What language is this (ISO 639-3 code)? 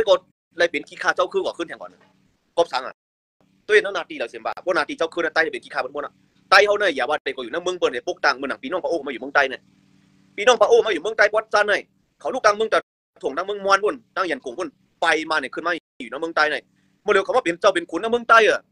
shn